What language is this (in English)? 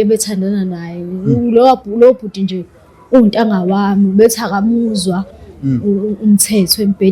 Zulu